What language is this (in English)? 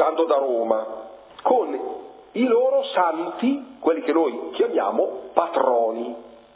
Italian